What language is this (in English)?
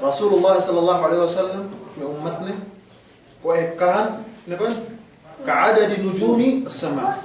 Yakan